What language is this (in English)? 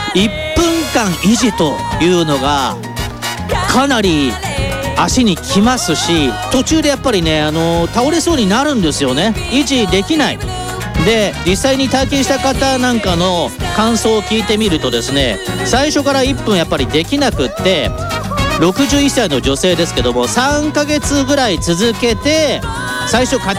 Japanese